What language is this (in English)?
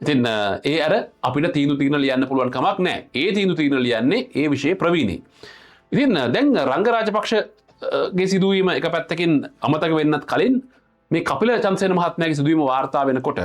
Sinhala